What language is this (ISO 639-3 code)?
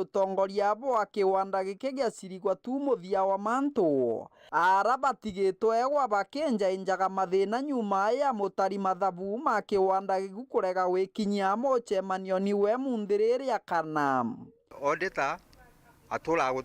mer